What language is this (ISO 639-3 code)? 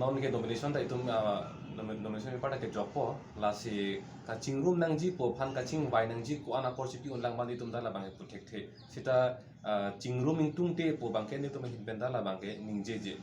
mjw